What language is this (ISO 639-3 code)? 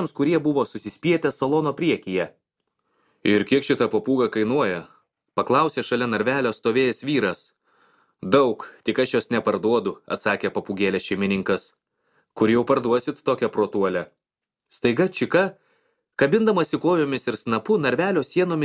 lit